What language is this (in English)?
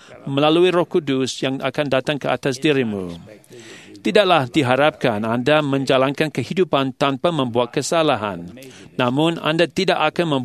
Malay